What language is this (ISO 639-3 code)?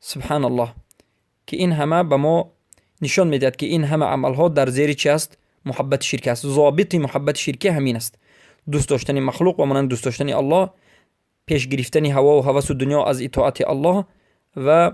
fas